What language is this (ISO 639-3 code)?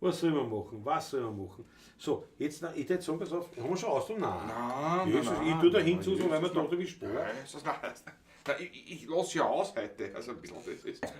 bar